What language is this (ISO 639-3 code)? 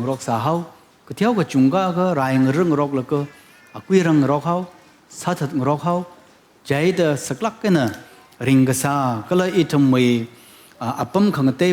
nmf